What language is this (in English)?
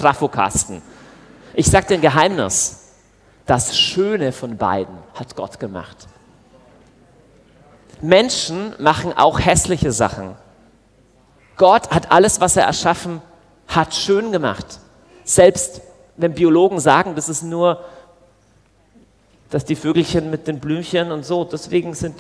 German